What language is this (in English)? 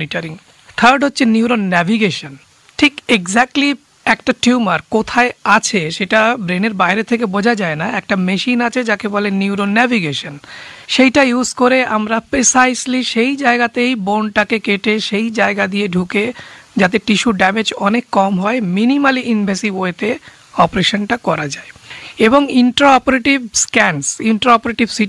Bangla